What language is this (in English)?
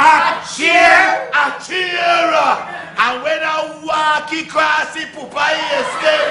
Jamaican Creole English